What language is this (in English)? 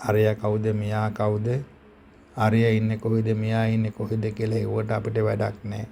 Sinhala